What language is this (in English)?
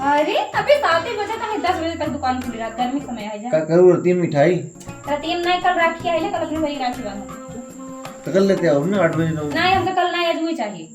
Awadhi